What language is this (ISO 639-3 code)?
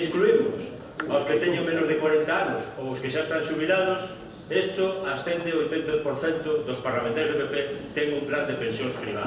glg